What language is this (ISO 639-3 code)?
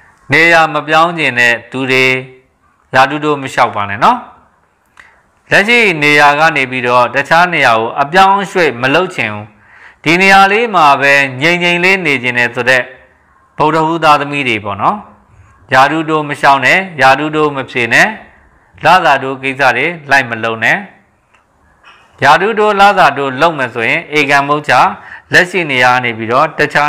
mya